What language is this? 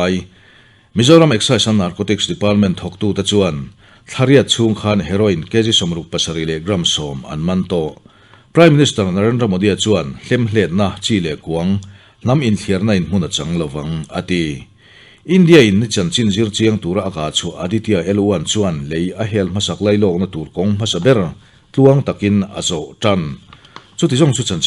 Mizo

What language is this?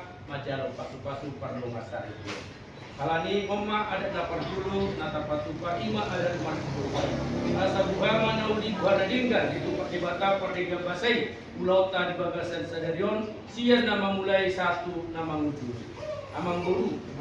Batak Toba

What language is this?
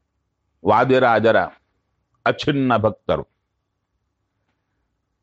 Kannada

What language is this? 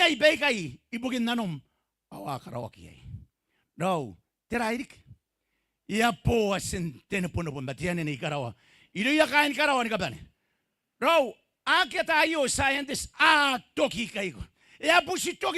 Gilbertese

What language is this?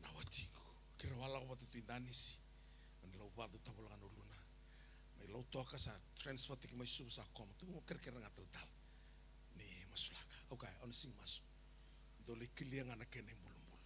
Fijian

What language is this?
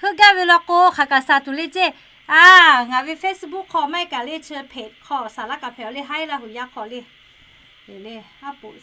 Lahu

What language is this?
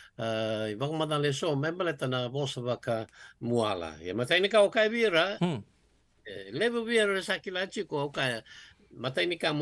Fijian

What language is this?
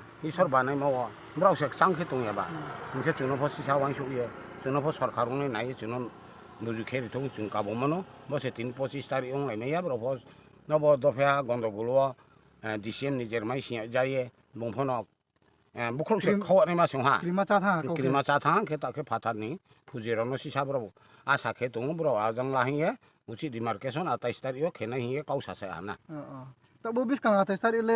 Riang (India)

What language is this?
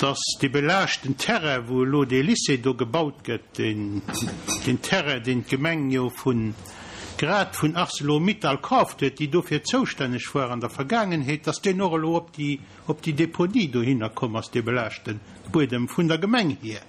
Luxembourgish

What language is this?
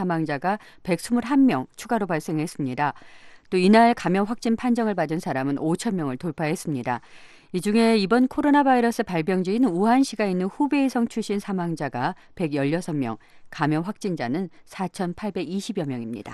Korean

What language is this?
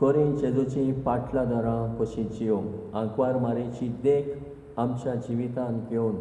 Konkani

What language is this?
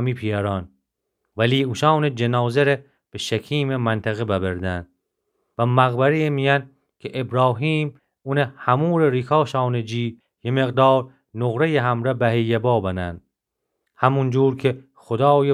Gilaki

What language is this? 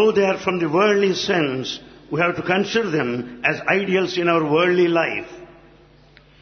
Telugu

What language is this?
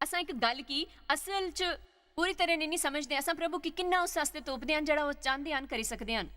Dogri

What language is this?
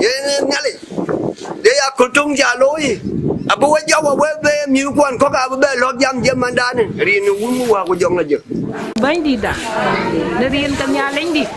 Dinka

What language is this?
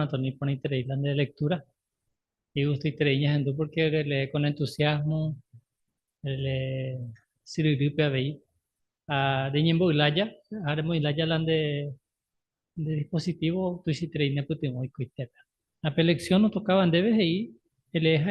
Guarani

